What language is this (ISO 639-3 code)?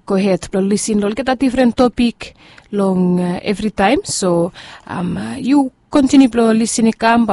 bis